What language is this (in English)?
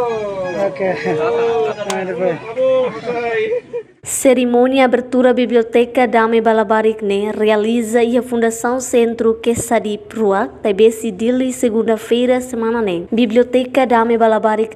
Tetum